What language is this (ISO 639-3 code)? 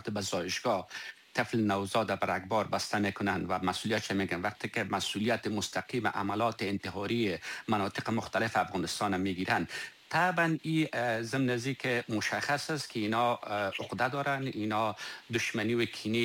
fas